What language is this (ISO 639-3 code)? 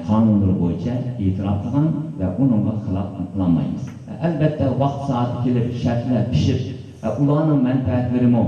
uig